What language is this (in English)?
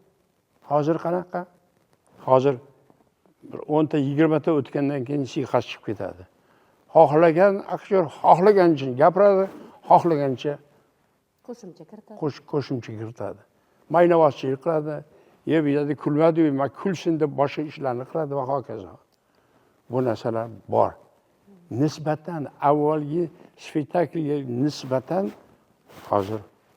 Uzbek